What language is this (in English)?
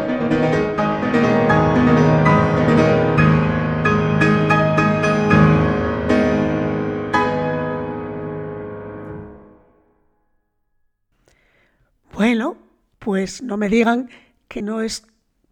Spanish